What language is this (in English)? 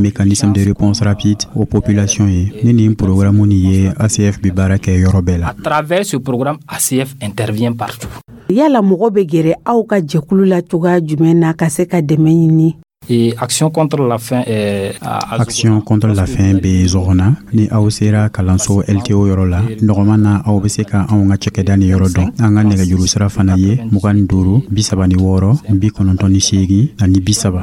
Dyula